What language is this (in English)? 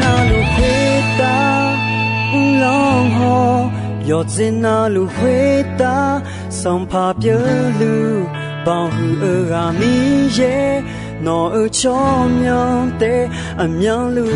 Akha